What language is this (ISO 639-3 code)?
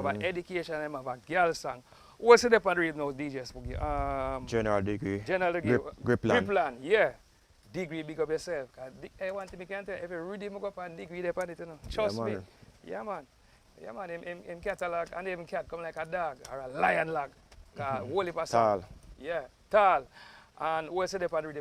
jam